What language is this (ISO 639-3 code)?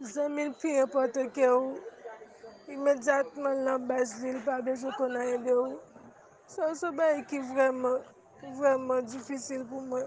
hat